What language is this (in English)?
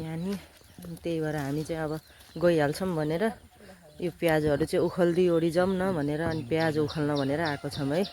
Nepali